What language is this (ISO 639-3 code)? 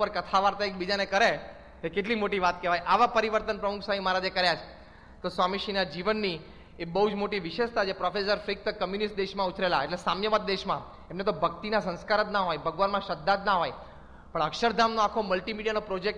guj